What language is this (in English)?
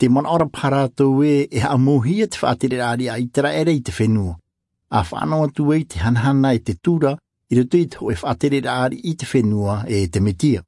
Tahitian